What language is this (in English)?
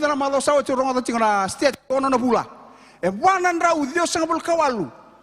Fijian